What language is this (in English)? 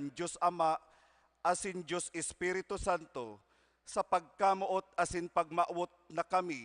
Bikol